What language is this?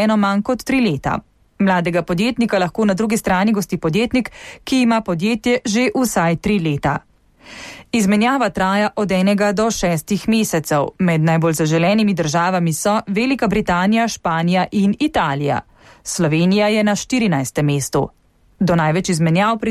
Slovenian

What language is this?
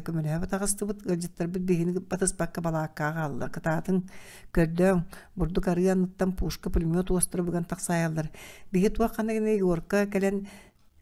Yakut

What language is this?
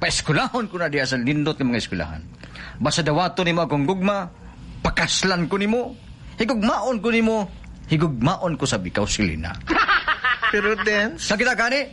Cebuano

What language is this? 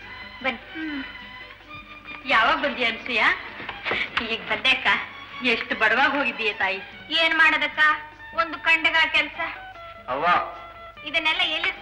Kannada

